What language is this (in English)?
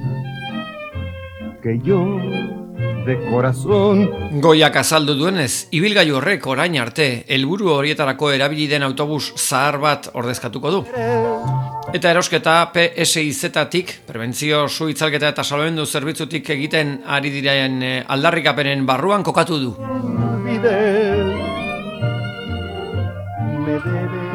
Basque